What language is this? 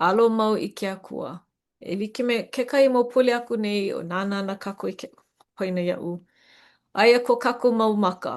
Hawaiian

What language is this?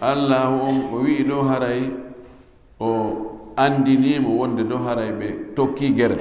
Fula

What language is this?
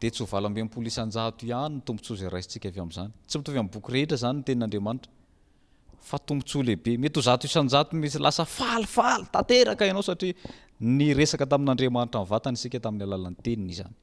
Malagasy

